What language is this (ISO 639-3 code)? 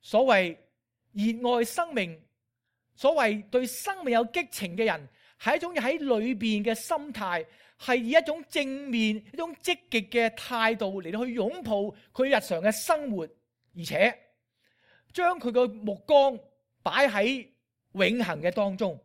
yue